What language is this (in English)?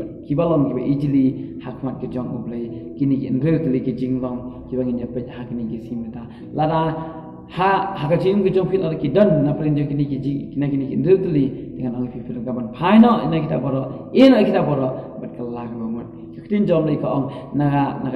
Khasi